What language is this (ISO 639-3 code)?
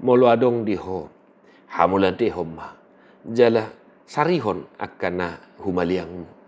bbc